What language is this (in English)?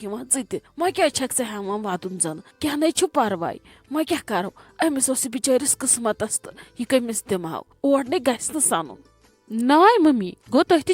Kashmiri